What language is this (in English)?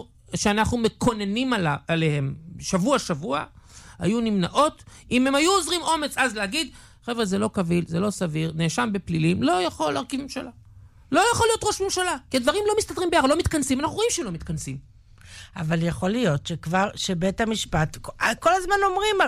Hebrew